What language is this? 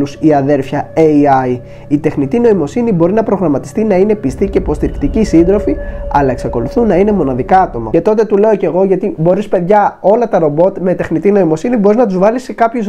Greek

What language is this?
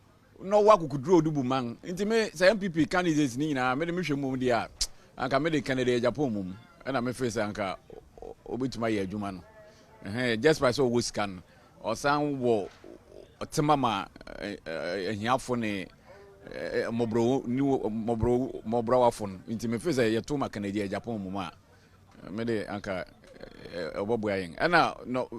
Akan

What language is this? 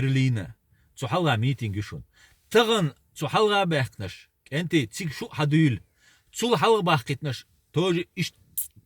Chechen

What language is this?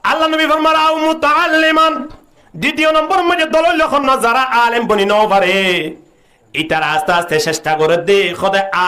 Rohingya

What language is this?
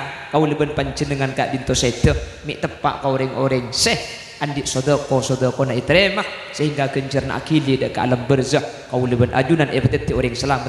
Madurese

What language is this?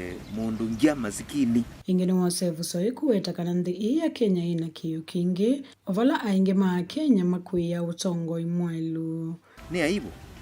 Kamba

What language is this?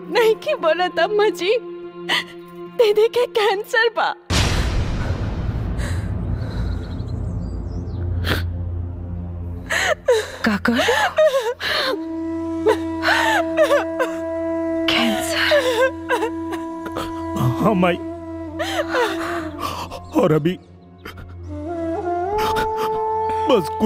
Bhojpuri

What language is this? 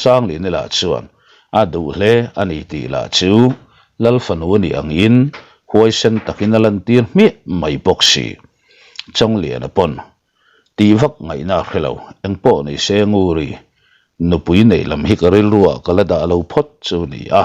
Mizo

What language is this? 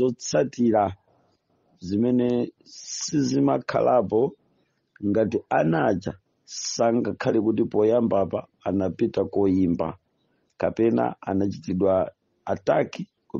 Nyanja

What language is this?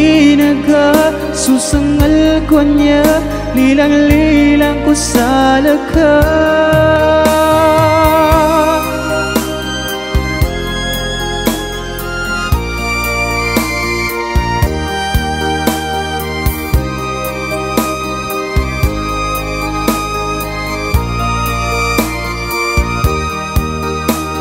Filipino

